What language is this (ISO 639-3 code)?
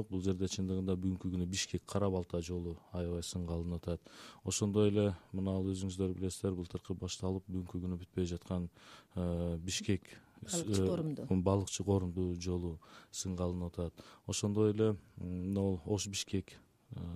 kir